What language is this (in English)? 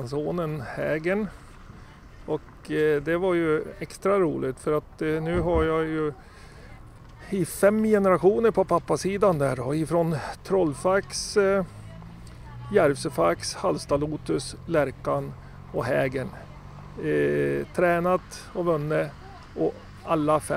Swedish